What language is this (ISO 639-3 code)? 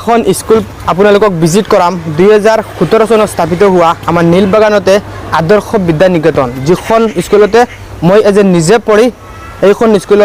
asm